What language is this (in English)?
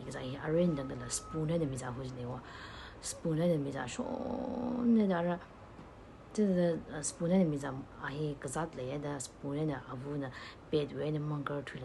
Tangkhul Naga (India)